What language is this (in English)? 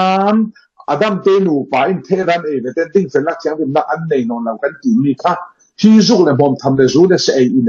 Falam Chin